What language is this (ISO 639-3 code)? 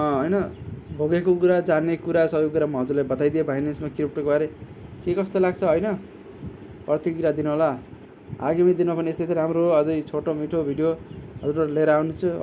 nep